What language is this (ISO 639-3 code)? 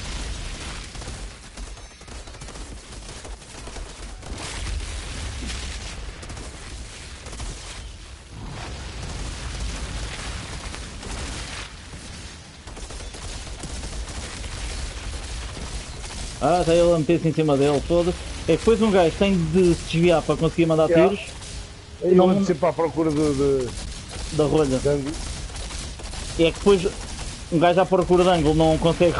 por